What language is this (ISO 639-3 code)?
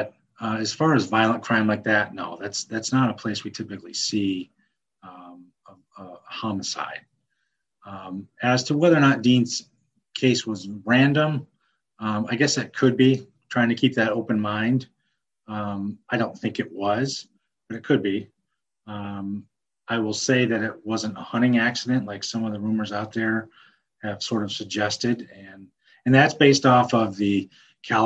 eng